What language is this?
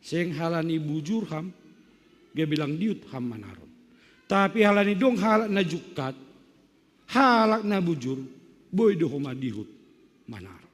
Batak Simalungun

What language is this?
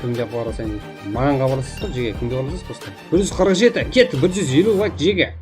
Kara-Kalpak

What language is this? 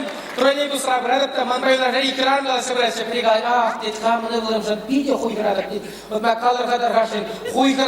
Chuvash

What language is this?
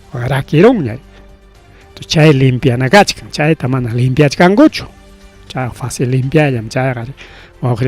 Ayacucho Quechua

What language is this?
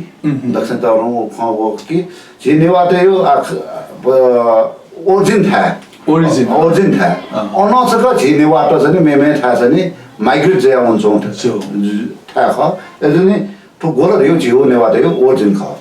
Newari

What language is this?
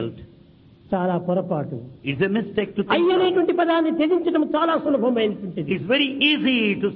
Telugu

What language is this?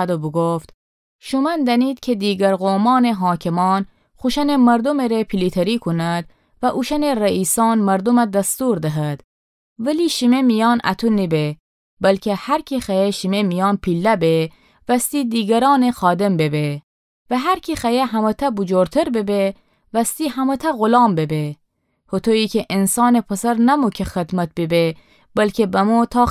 Gilaki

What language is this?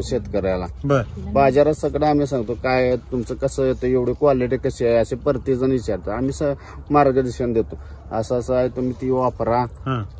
Marathi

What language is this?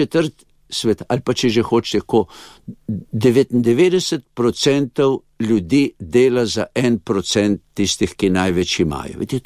Slovenian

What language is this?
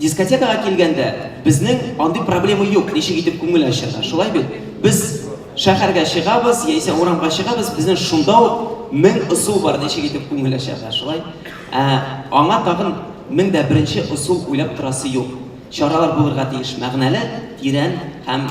Tatar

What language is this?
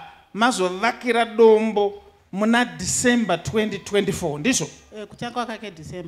Shona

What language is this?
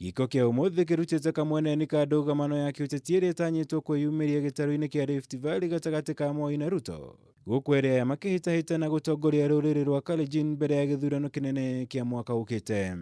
Kikuyu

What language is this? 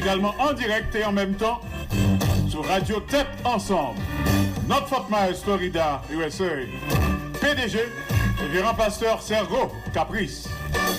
Haitian Creole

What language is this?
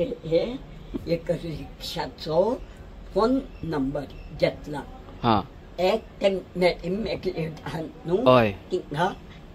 Konkani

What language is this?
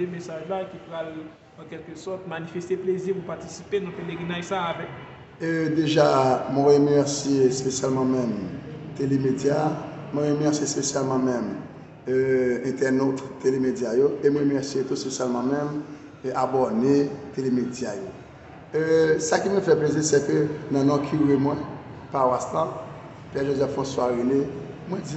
Haitian Creole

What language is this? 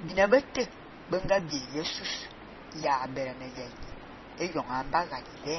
Fang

